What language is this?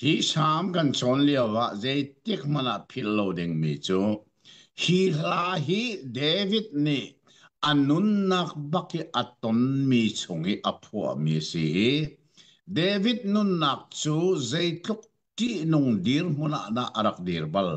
Hakha Chin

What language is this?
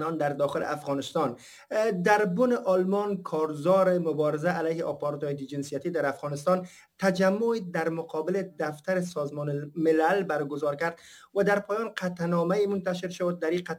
Persian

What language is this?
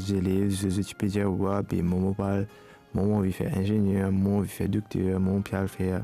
Morisyen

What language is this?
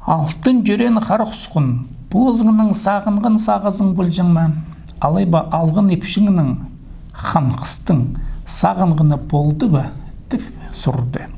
Khakas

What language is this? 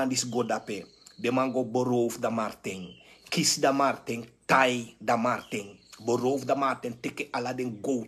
Sranan Tongo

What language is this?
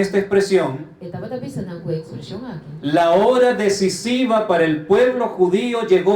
Papiamento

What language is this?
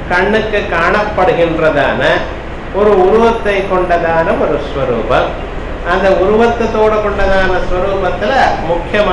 Tamil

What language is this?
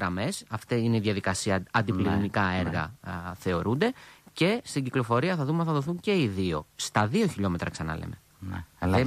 Greek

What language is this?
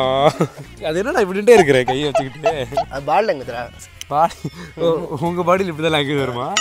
Tamil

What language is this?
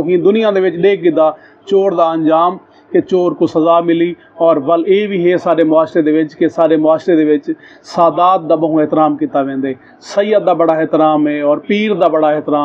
Saraiki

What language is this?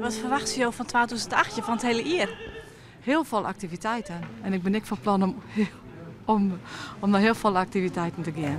Western Frisian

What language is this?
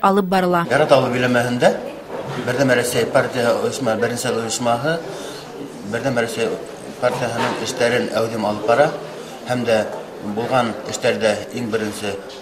Bashkir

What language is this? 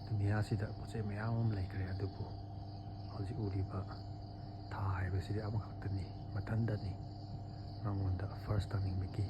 Manipuri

